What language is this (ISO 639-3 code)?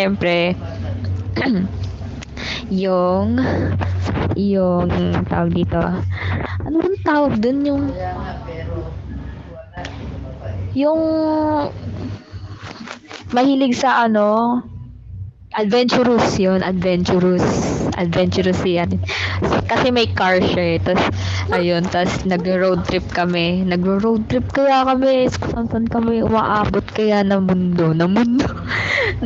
fil